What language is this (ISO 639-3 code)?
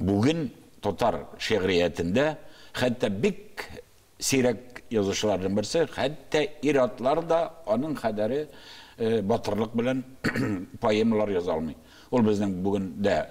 tat